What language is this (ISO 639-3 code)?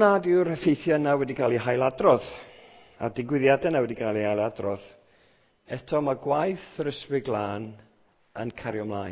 cym